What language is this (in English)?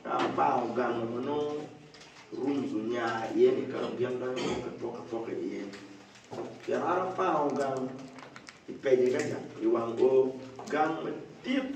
Acoli